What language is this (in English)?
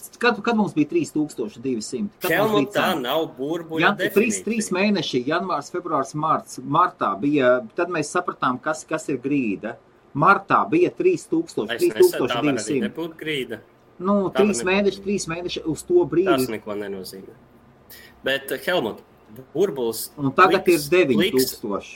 Latvian